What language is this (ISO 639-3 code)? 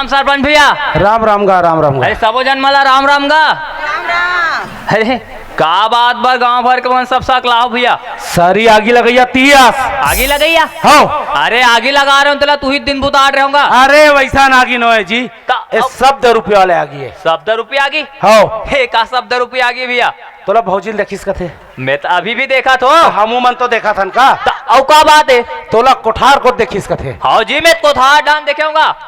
hne